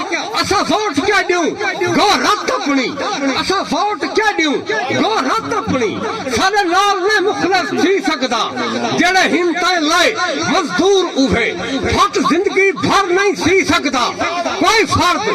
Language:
Saraiki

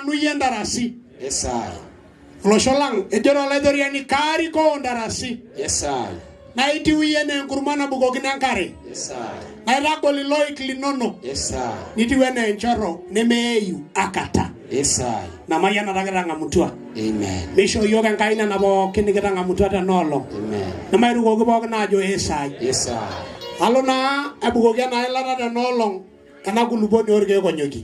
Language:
Masai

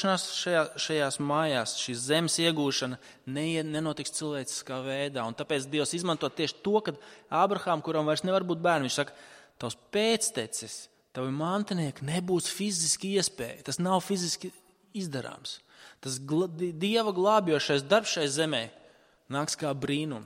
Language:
Latvian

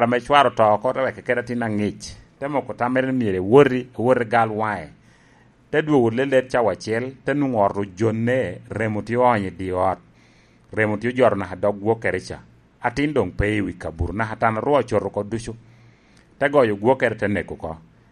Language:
Lango (Uganda)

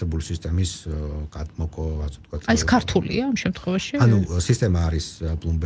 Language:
Georgian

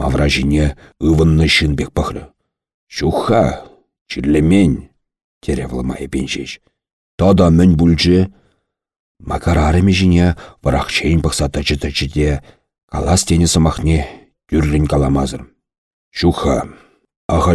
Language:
Chuvash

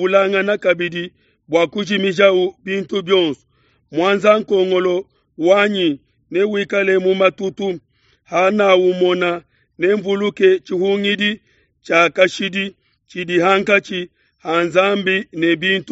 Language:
Luba-Lulua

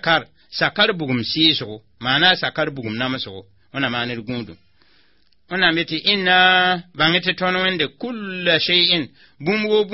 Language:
Mossi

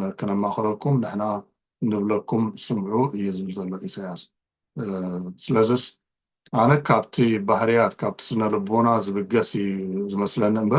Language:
Tigrinya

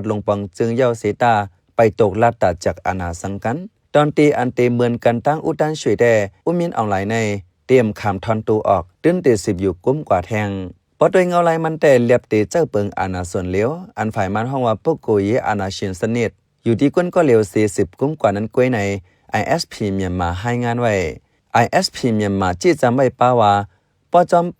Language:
Shan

